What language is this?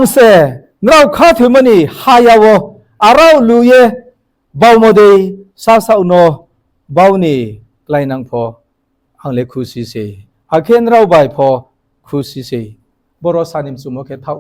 Riang (India)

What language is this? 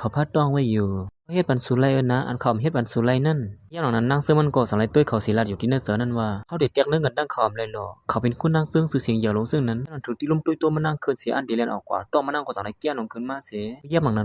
Shan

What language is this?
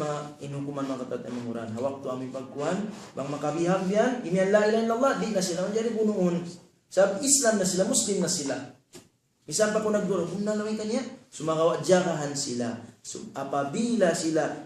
Tausug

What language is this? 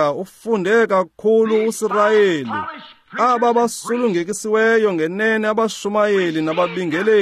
Xhosa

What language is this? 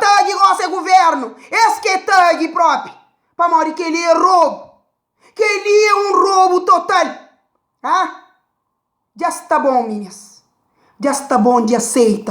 Kabuverdianu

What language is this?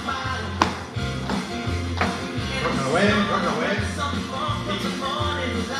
Catalan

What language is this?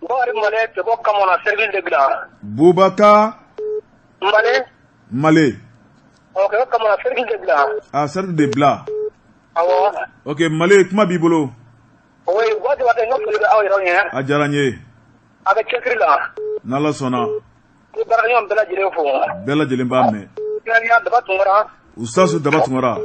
Bambara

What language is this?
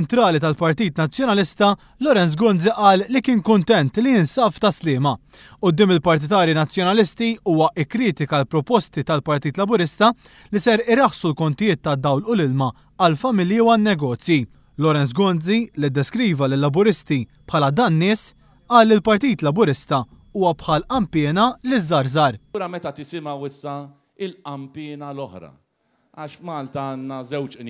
Maltese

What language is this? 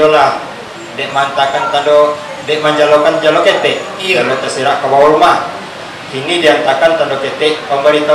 Minangkabau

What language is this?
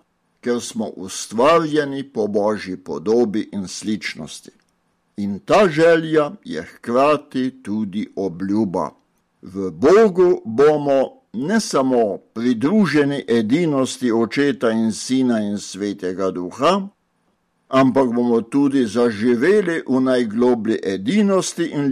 Slovenian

